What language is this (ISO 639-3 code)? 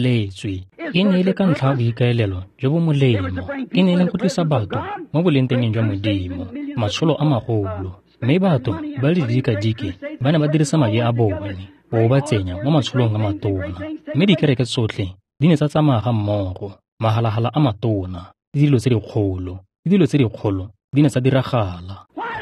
tsn